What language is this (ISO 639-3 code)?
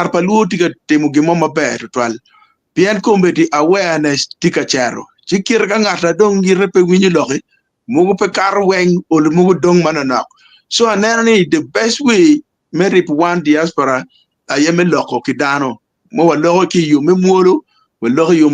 ach